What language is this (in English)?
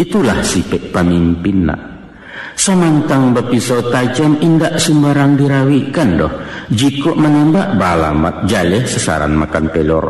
Minangkabau